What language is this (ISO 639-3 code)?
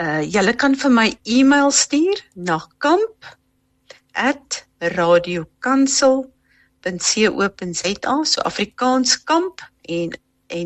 afr